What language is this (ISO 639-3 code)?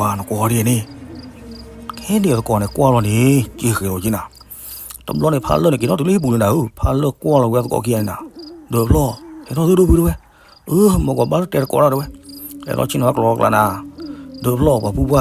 ksw